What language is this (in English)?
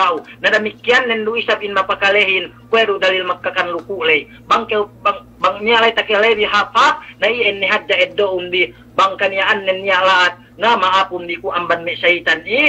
Yakan